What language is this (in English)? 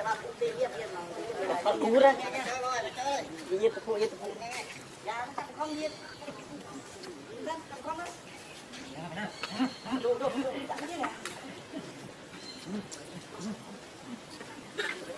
Vietnamese